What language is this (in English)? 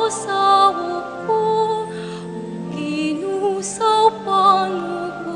Pampanga